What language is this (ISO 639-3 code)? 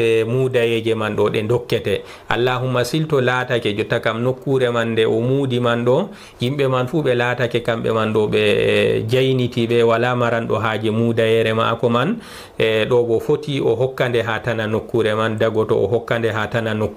ful